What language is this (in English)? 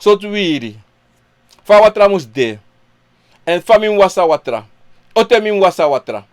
Sranan Tongo